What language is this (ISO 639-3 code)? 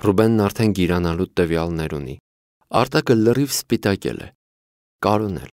hye